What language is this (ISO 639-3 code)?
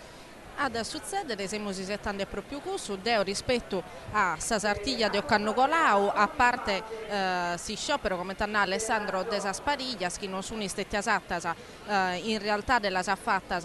srd